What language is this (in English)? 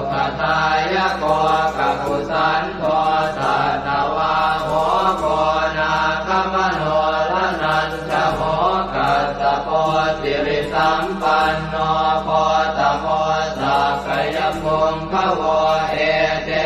Pali